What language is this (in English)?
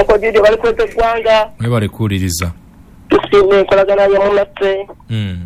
Ganda